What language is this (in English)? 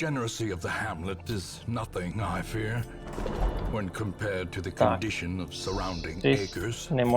Rusyn